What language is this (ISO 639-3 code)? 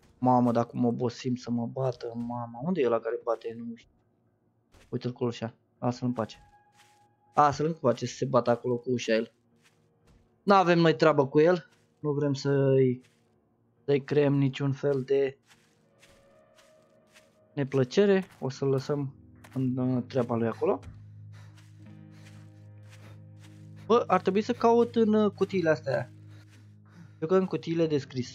ron